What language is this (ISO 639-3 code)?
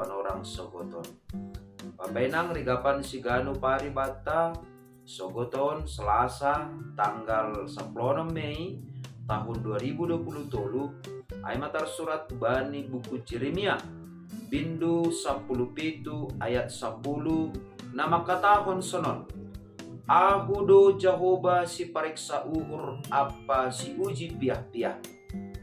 bts